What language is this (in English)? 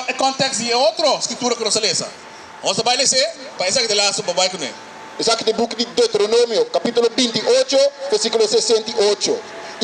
Papiamento